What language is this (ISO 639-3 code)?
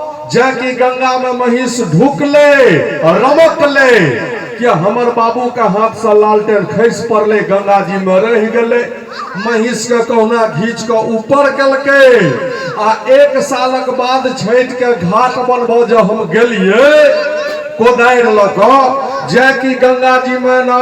mai